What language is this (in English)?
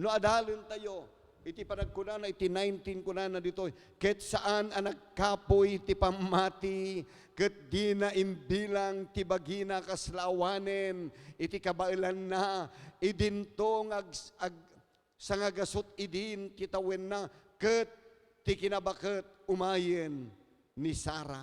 Iloko